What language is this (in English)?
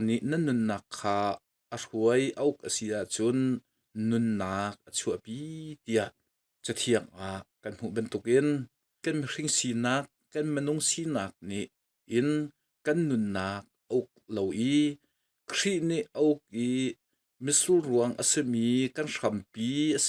Hakha Chin